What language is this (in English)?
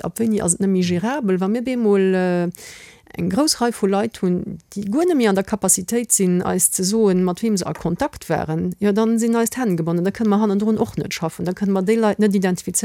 Luxembourgish